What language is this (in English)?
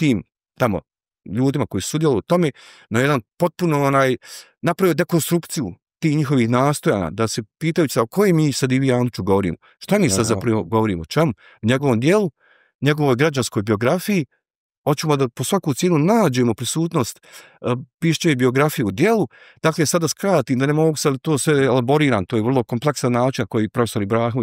Bosnian